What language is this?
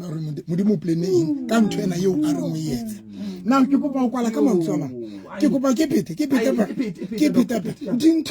Southern Sotho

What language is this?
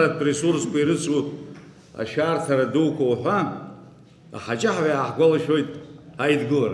Abkhazian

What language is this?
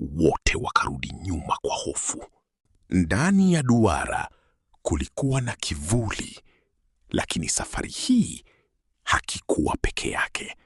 Swahili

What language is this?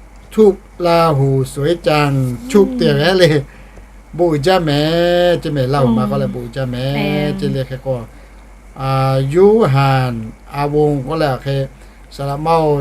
Lahu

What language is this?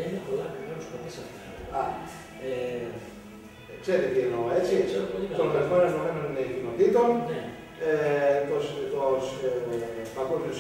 Greek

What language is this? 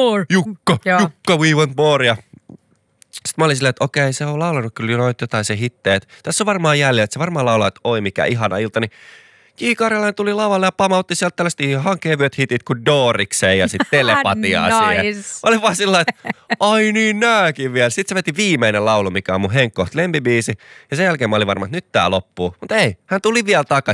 Finnish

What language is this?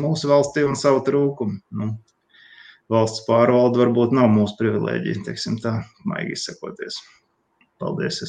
Latvian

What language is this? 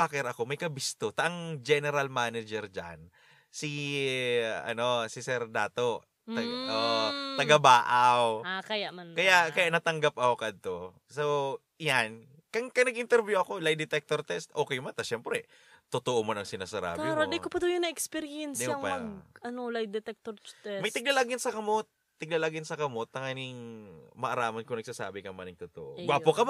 Bikol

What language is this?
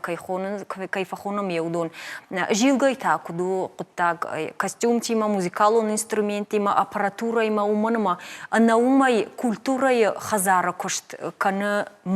Ossetic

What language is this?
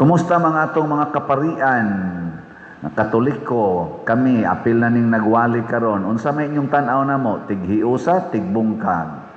Cebuano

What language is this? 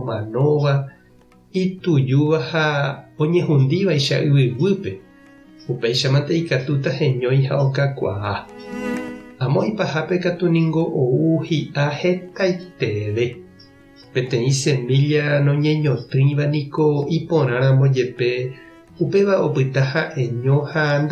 Guarani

